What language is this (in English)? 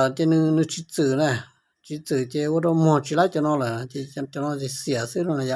Hmong